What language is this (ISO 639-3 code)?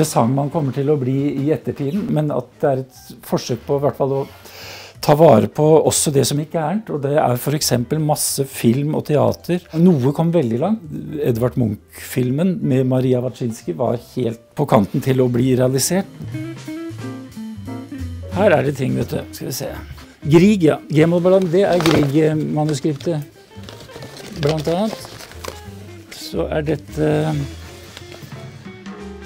nor